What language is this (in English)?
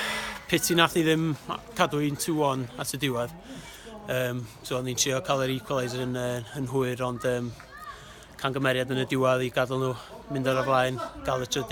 Welsh